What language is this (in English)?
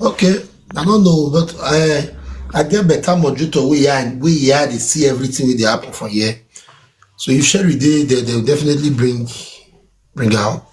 Nigerian Pidgin